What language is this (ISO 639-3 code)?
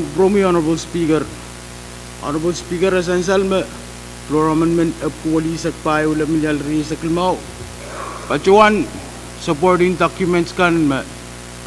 pon